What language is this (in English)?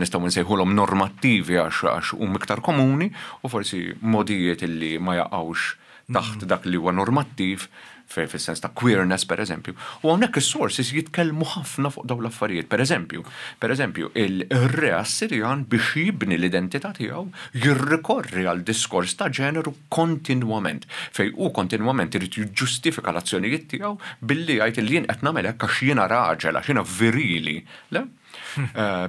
Maltese